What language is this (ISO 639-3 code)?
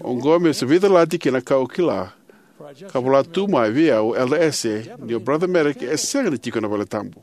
fij